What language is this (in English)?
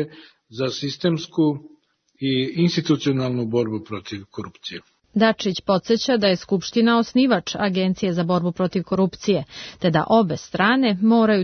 Serbian